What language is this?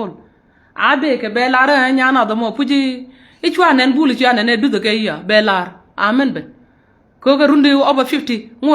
Nuer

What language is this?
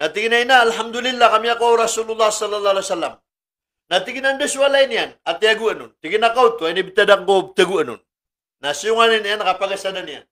Maranao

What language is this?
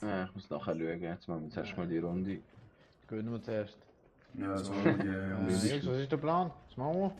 Swiss German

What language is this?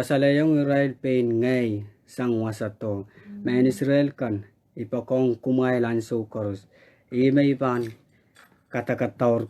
Pohnpeian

